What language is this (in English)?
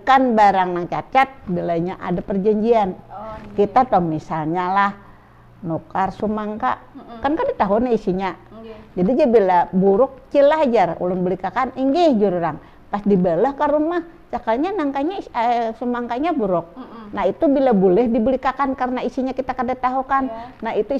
Banjar